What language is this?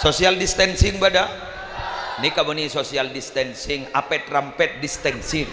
Madurese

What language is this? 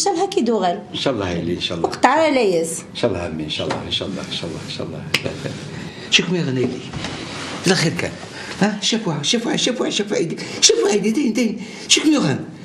Kabyle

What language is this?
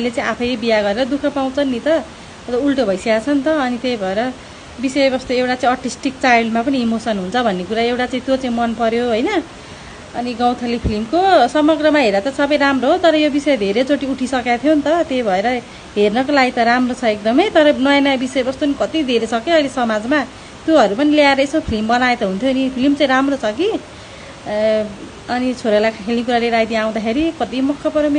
Nepali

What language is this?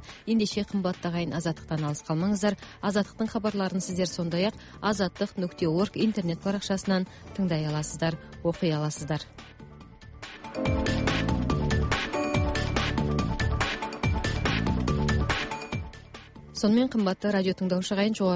Kazakh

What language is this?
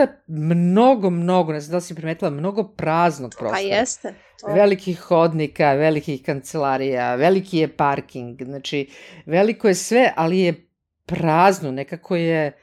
Serbian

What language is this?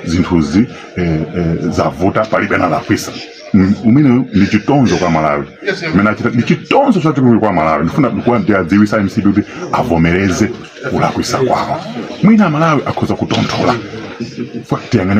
Nyanja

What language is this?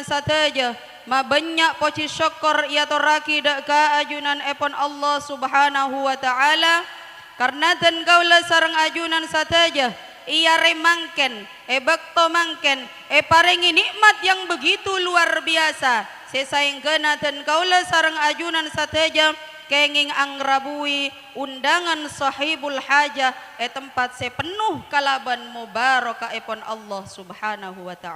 Madurese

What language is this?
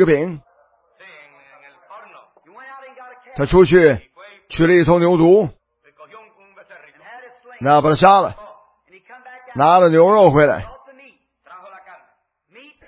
Chinese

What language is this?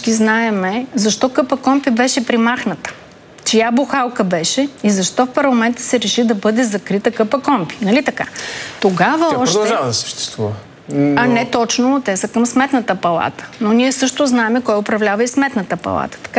Bulgarian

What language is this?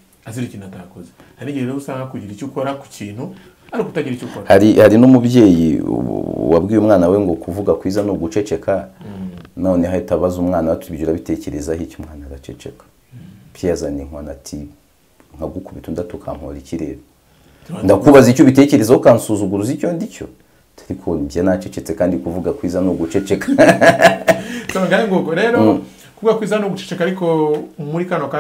Kinyarwanda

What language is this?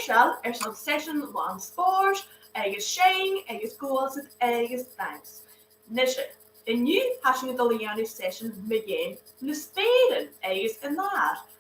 Scottish Gaelic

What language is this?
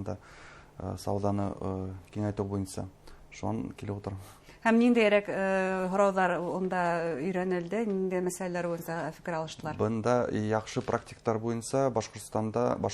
Bashkir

